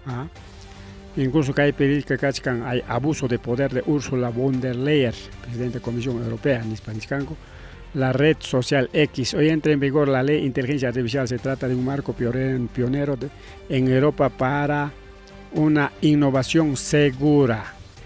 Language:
Ayacucho Quechua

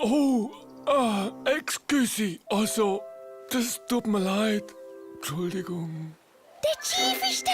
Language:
Swiss German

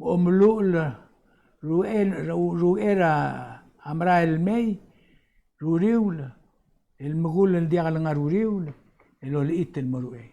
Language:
Palauan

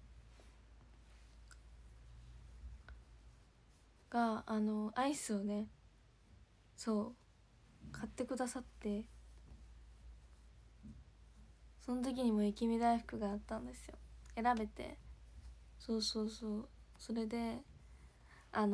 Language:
Japanese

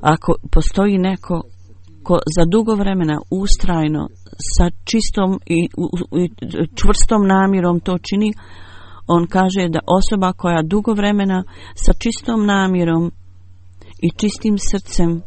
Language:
Bosnian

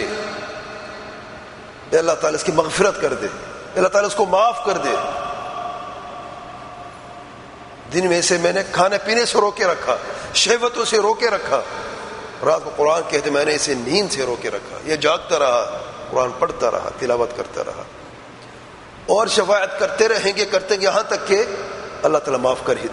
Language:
Urdu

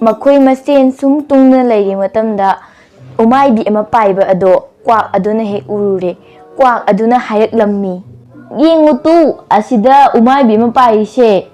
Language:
Manipuri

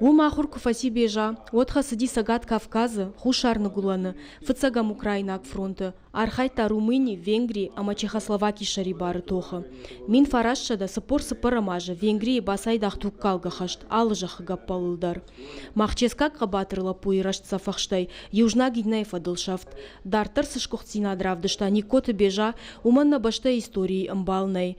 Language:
Ossetic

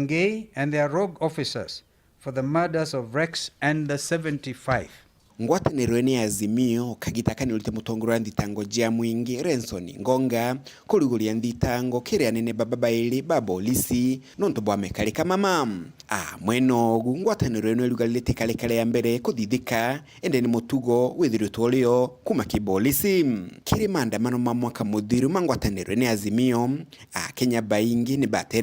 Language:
Meru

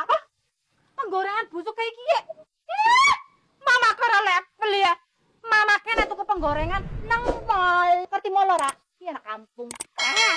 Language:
Betawi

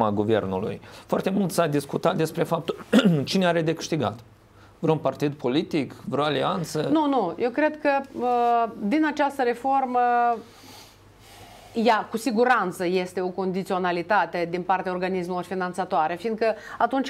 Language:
Romanian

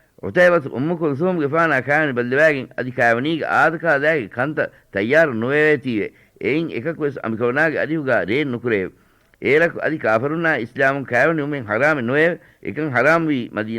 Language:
Divehi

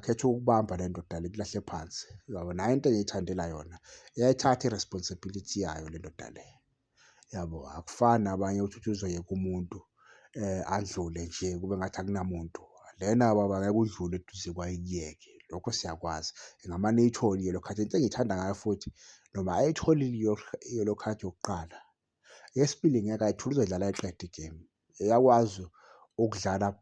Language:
Zulu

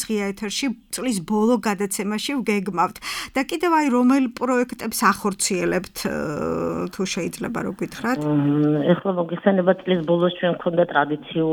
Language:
Georgian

